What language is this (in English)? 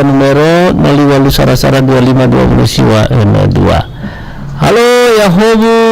Nias